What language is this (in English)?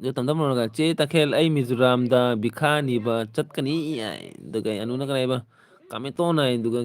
Manipuri